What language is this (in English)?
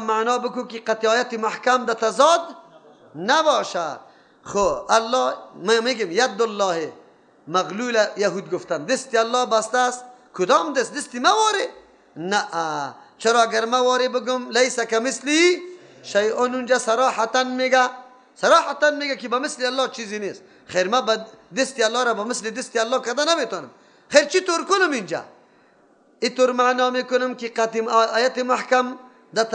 Persian